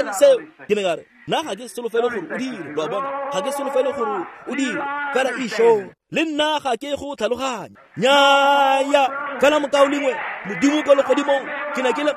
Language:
Tswana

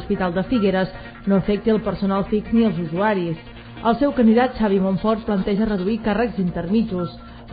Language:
Catalan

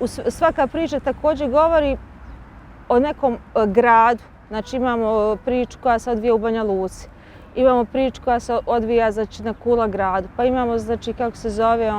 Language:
Bosnian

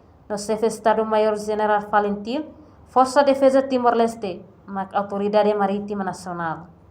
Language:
Tetum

